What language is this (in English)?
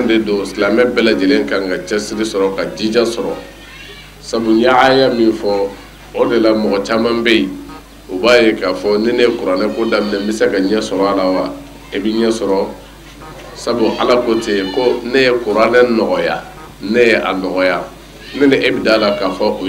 Bambara